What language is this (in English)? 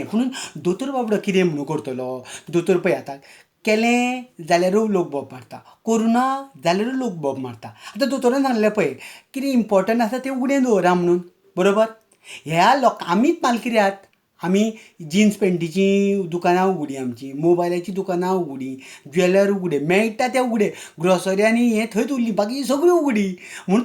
Konkani